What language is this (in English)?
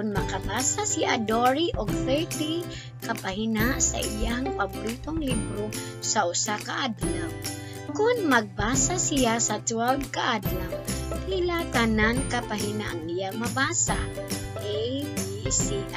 Cebuano